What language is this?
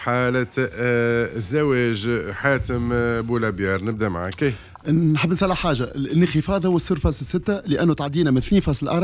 Tunisian Arabic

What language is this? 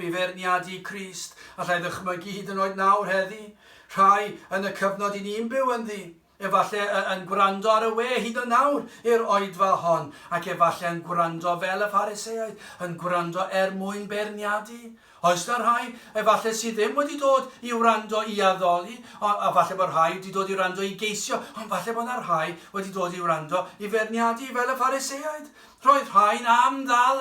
Welsh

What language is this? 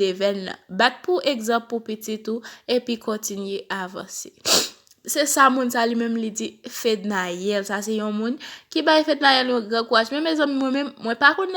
Haitian Creole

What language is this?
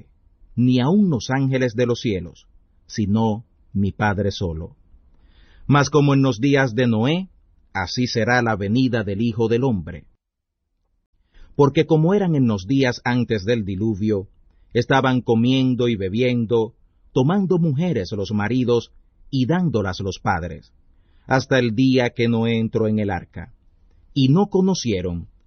Spanish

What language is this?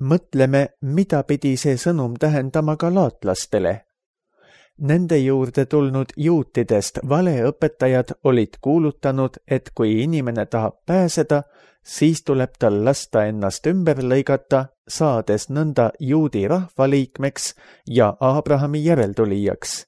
Estonian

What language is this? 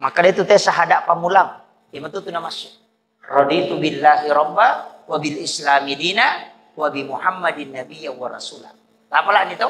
Buginese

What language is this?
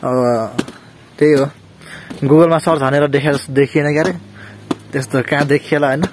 Nepali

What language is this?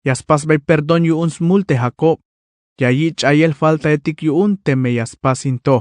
Tzeltal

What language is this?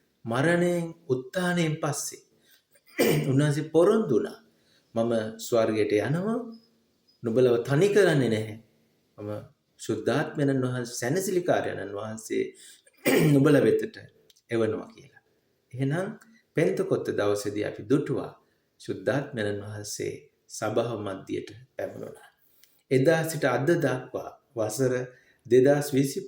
Sinhala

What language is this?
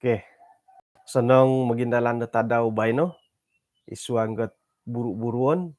Central Dusun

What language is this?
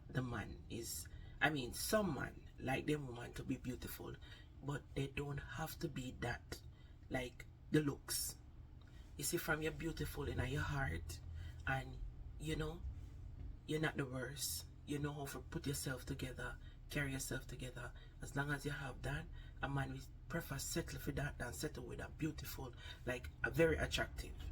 Jamaican Creole English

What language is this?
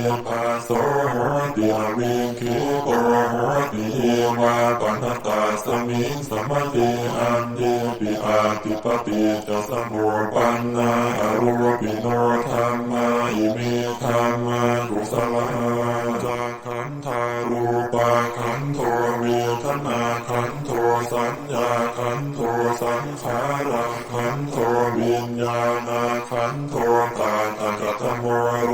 Pali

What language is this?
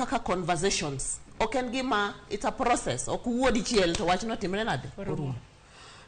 Luo (Kenya and Tanzania)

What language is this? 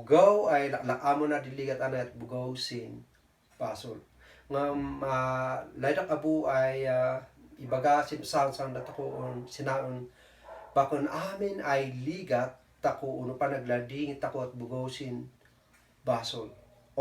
Kankanaey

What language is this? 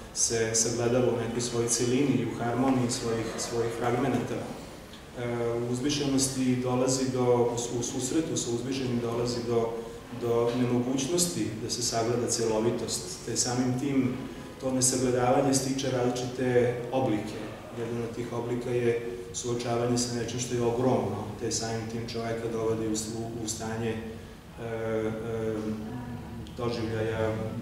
Serbian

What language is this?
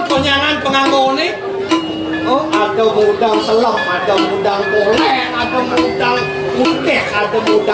Balinese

